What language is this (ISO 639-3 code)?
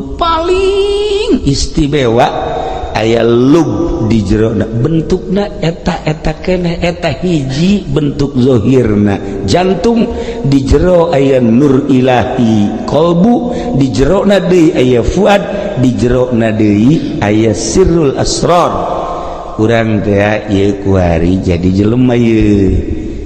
sun